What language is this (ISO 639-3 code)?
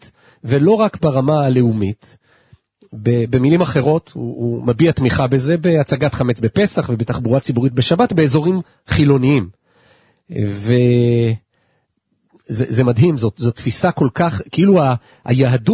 heb